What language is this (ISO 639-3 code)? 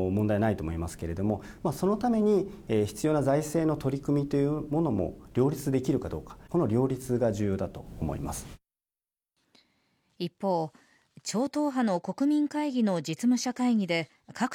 jpn